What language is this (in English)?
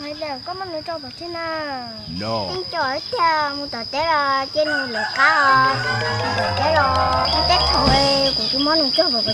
Hmong